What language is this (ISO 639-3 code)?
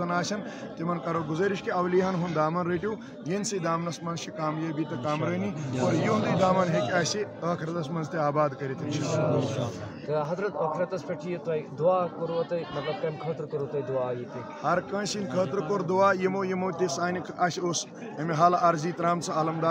kas